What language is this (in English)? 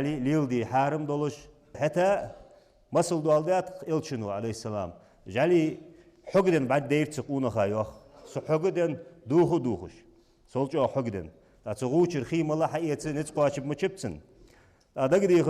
Ingush